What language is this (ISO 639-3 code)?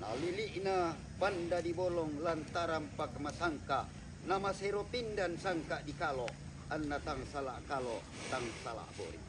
sda